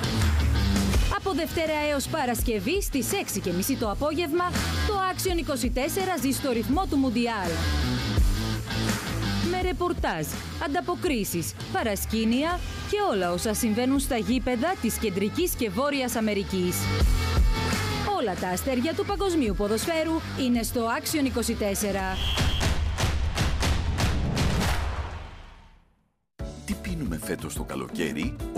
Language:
Greek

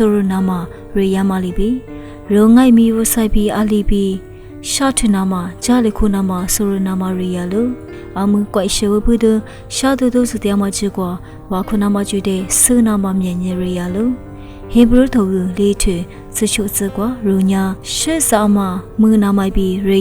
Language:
Lisu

